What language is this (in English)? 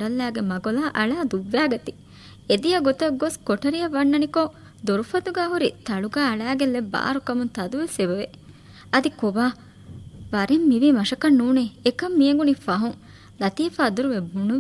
Divehi